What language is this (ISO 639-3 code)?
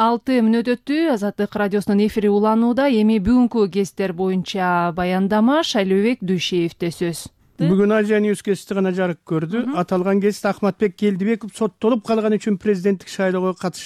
kir